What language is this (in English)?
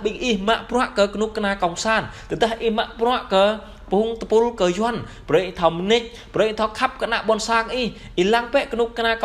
Jarai